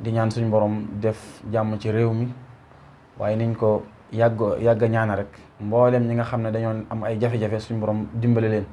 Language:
Wolof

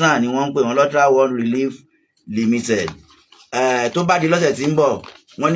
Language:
Yoruba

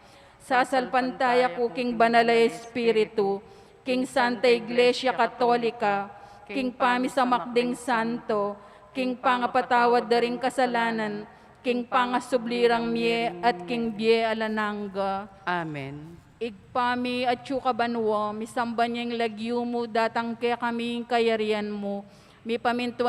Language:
Pampanga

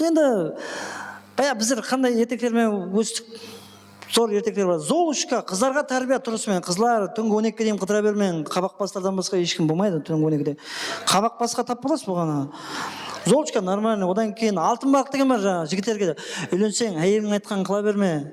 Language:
Kara-Kalpak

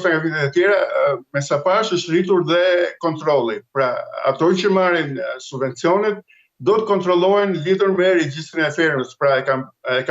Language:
Albanian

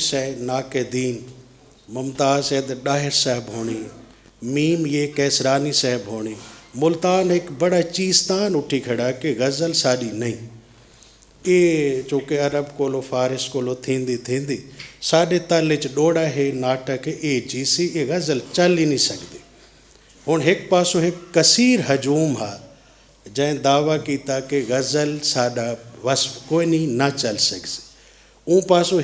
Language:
Saraiki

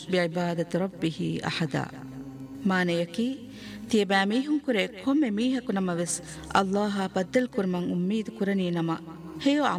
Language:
Divehi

